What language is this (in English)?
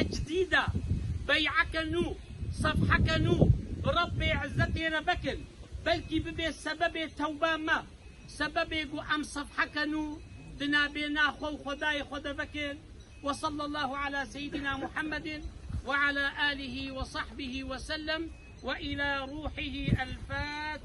Kurdish